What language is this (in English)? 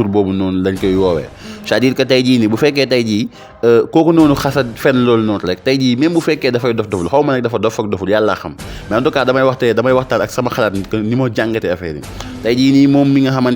Wolof